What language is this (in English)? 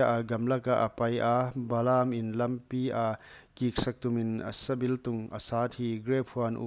Paite Chin